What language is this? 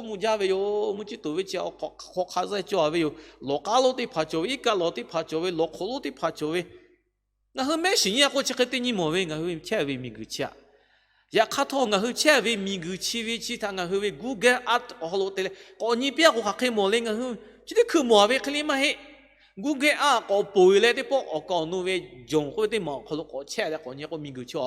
Lahu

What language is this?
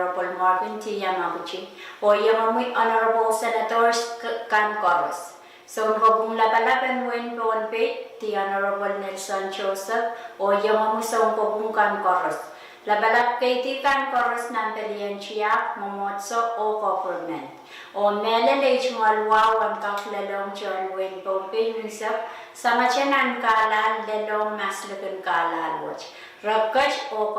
Pohnpeian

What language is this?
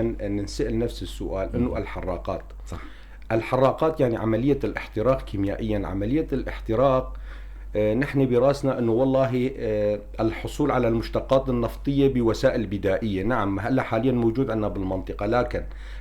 North Levantine Arabic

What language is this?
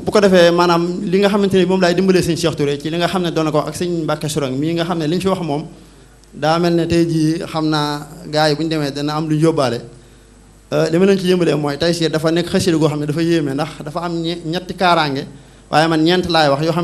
Wolof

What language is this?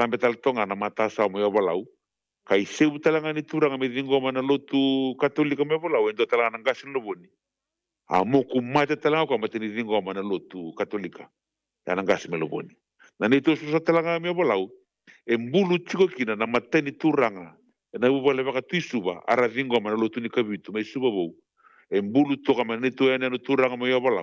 Fijian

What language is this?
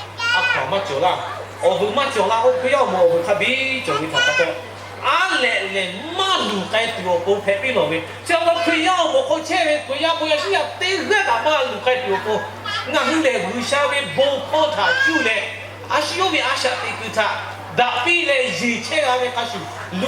Lahu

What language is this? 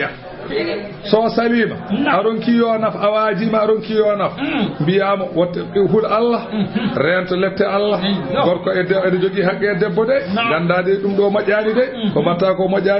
Fula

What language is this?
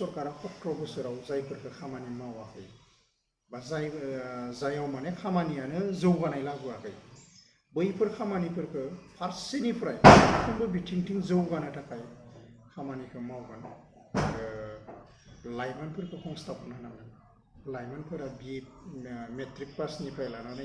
Bodo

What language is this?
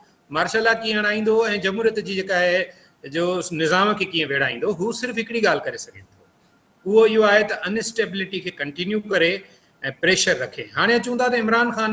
Sindhi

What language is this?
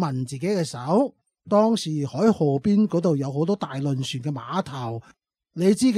Cantonese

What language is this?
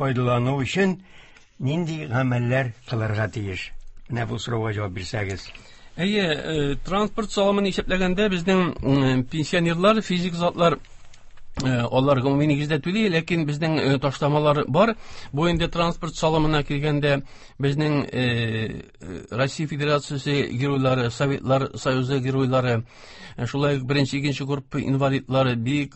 Tatar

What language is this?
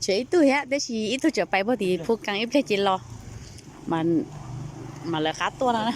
Hmong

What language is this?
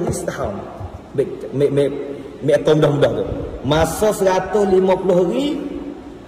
Malay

